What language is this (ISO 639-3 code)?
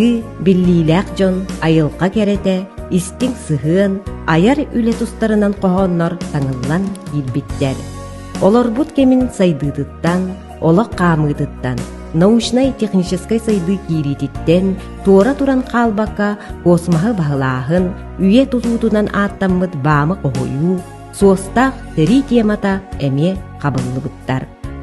sah